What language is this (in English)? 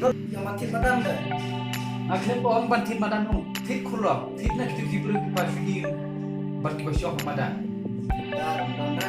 Khasi